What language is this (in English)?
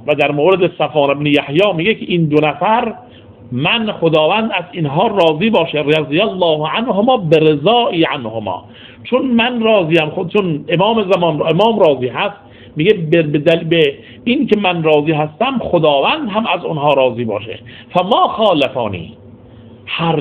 Persian